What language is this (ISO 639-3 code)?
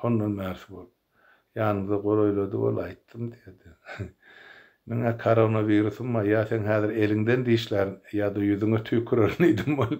tuk